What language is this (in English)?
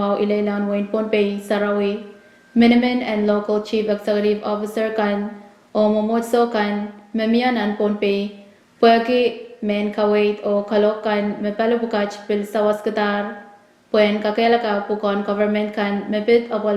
Pohnpeian